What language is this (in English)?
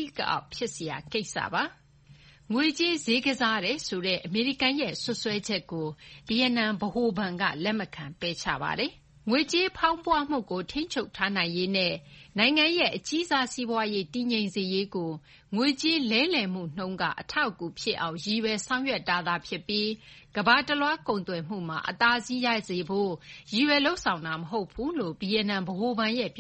Burmese